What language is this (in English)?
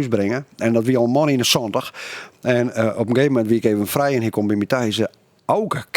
Western Frisian